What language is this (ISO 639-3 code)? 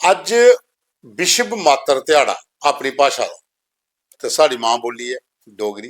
doi